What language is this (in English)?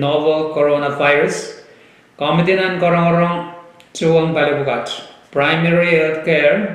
Pohnpeian